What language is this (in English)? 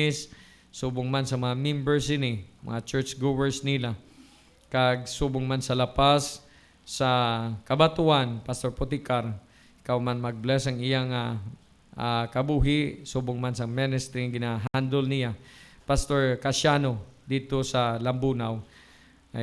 Hiligaynon